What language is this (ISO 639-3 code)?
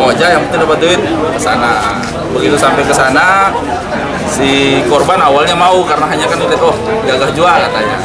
bjn